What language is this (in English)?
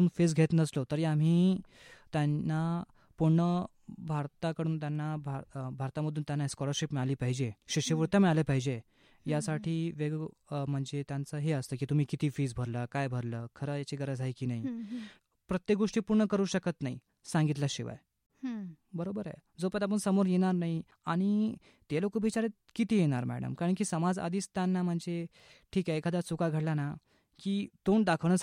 Marathi